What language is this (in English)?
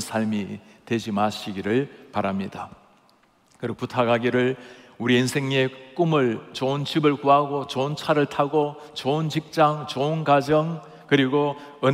Korean